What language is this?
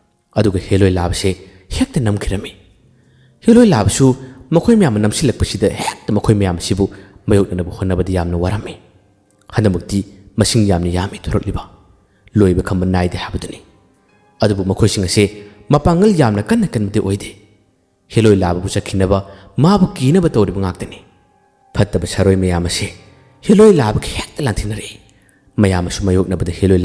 Manipuri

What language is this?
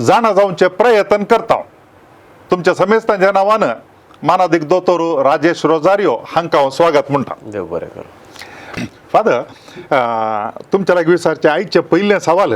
Konkani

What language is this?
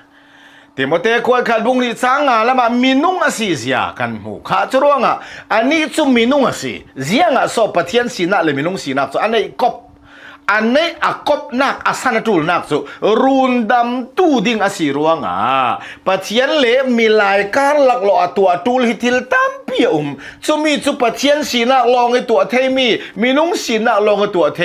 Hakha Chin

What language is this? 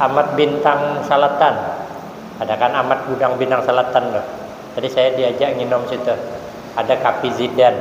Banjar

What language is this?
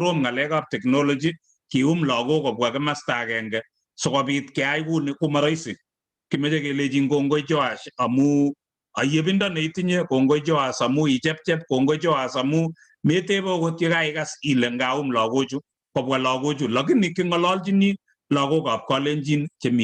Kalenjin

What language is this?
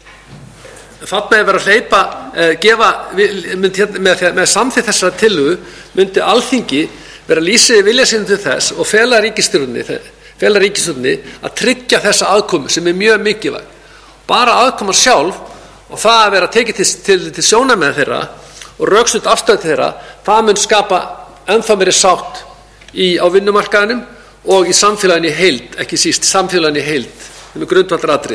Icelandic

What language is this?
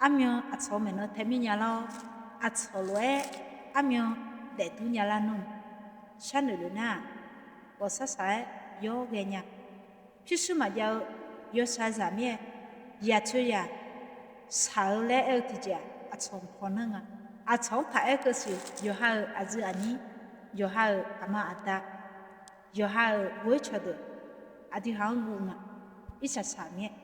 Akha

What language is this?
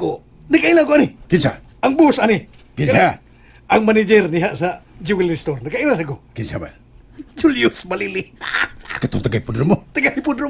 Cebuano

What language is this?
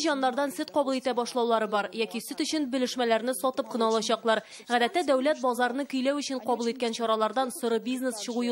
Tatar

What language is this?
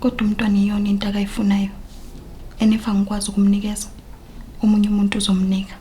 Zulu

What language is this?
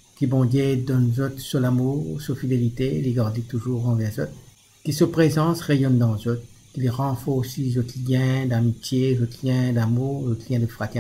Morisyen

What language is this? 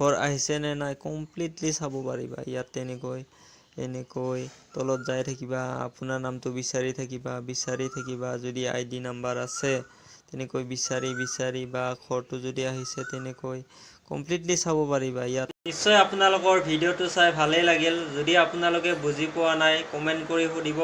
Assamese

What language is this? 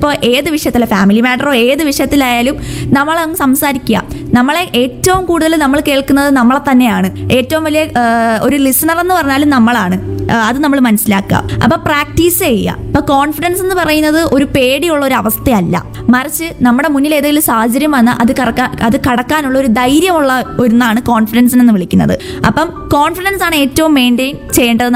Malayalam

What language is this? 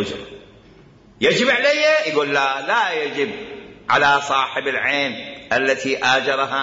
Mesopotamian Arabic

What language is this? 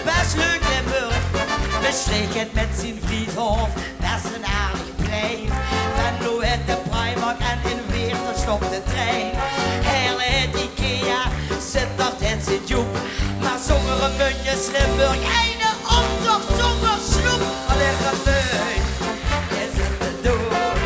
Limburgish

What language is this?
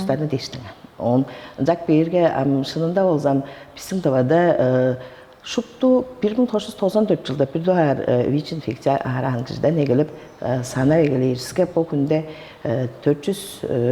Tuvinian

